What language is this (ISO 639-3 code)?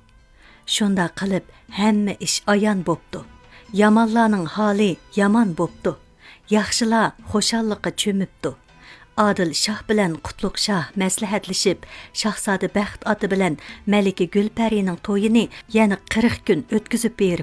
uig